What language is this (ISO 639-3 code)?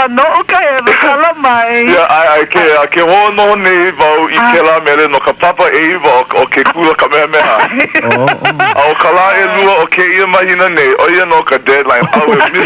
haw